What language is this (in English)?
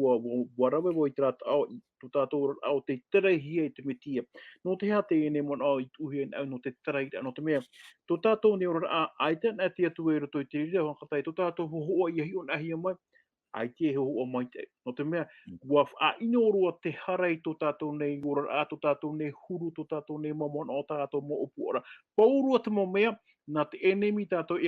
Tahitian